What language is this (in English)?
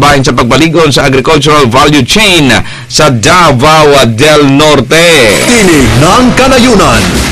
Cebuano